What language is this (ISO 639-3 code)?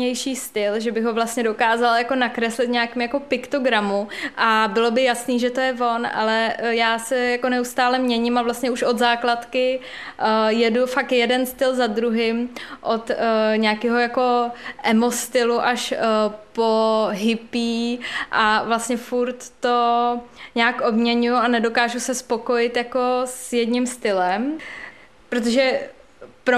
ces